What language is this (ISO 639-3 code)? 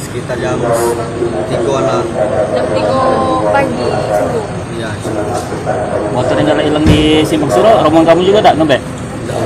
mui